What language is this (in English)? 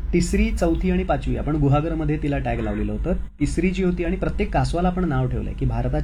Marathi